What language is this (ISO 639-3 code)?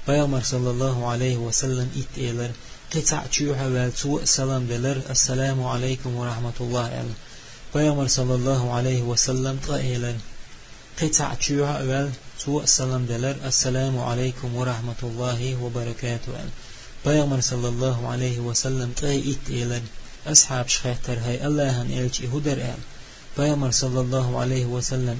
che